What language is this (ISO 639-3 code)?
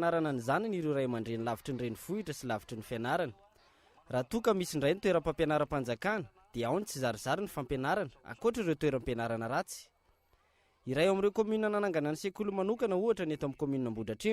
mlg